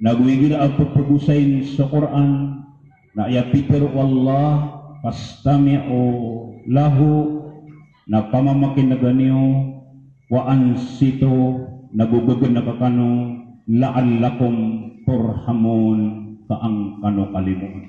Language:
Maranao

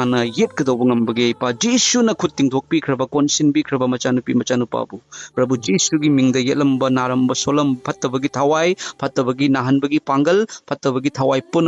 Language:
Manipuri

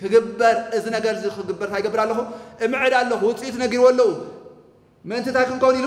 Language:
Tigrinya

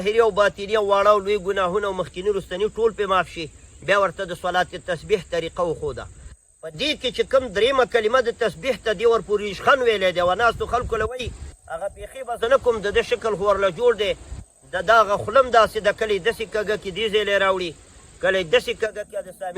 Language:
Pashto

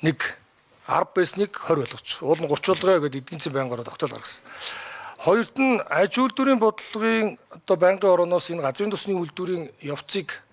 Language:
Mongolian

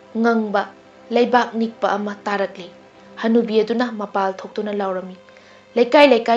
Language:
Manipuri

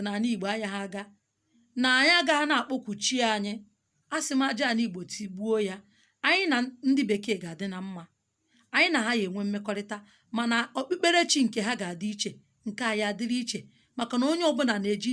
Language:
Igbo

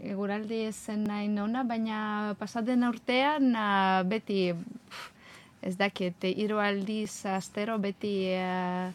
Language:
Basque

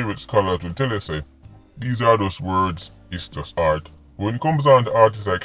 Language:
Jamaican Creole English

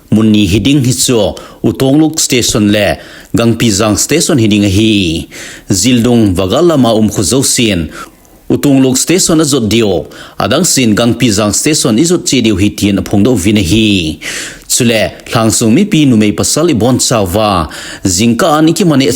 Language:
Thado Chin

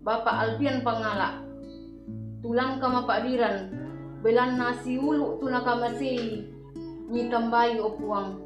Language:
Toraja-Sa'dan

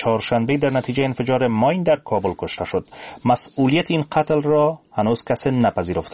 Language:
Persian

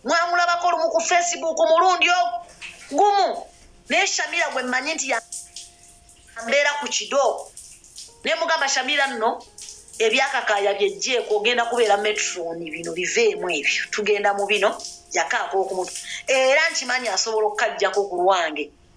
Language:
Ganda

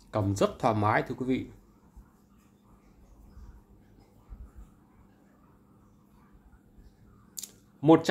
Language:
Vietnamese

